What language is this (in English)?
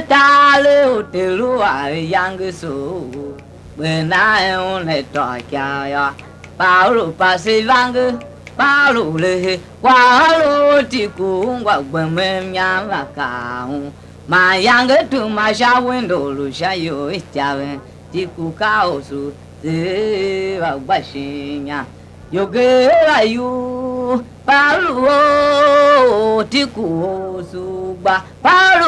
Tiv